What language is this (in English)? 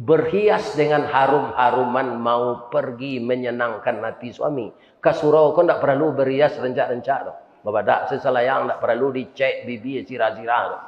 Minangkabau